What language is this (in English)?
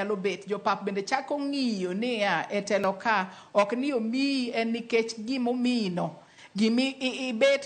Luo (Kenya and Tanzania)